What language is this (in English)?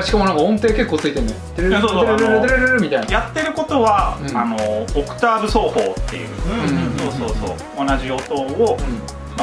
Japanese